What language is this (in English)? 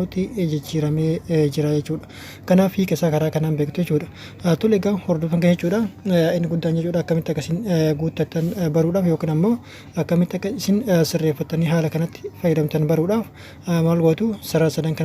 Oromo